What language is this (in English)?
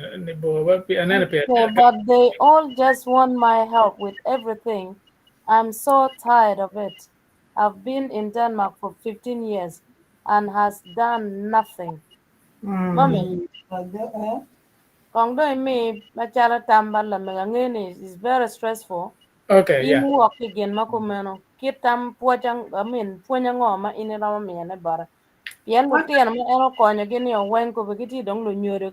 Acoli